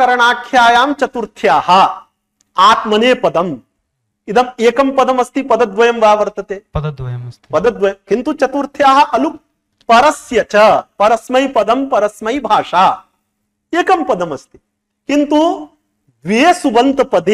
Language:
Sanskrit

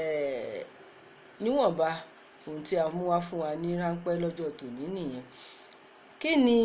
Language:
Yoruba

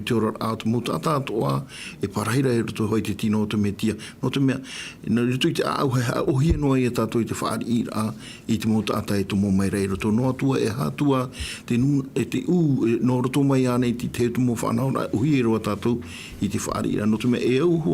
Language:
Tahitian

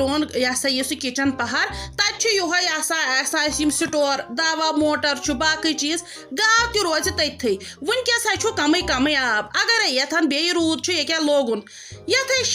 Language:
Kashmiri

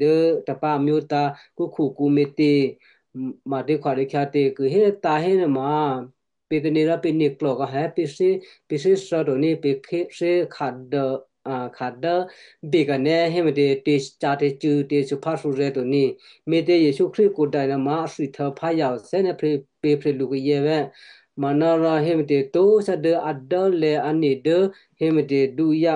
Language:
Western Kayah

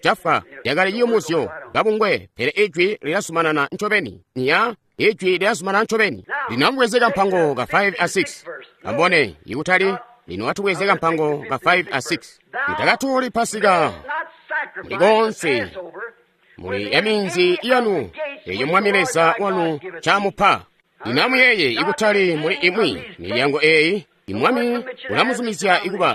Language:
Tonga (Zambia)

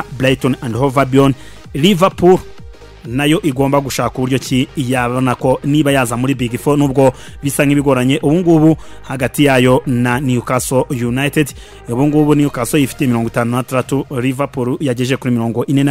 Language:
Kinyarwanda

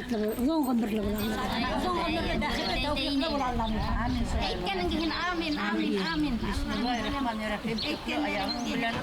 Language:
Bashkir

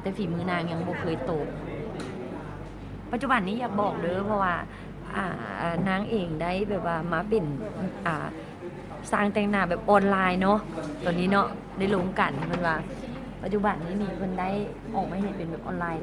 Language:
Lao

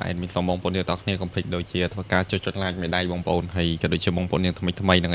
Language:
Khmer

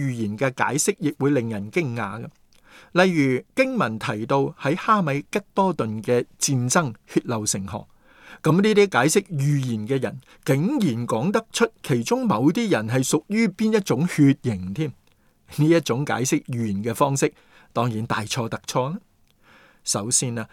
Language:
Cantonese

